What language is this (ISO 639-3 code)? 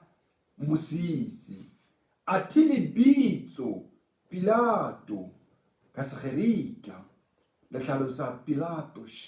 sot